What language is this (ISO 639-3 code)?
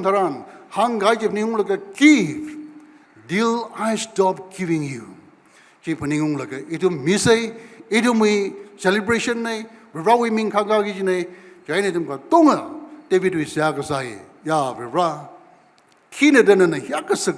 nmf